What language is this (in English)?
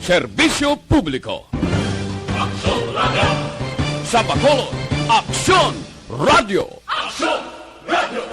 Hiligaynon